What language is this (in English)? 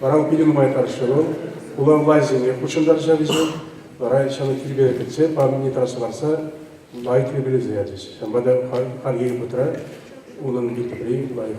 Chuvash